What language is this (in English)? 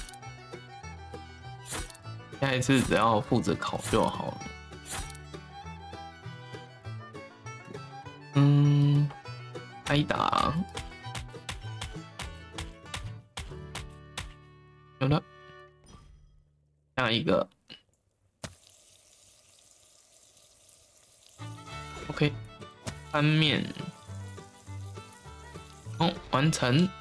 Chinese